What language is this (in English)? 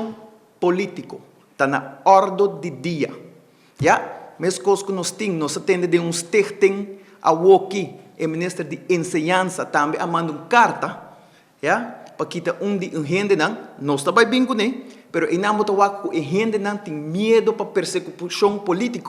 Papiamento